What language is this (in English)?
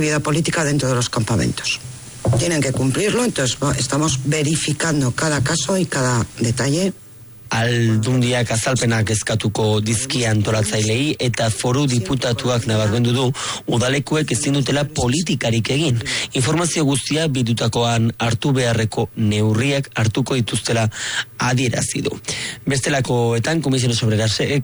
Basque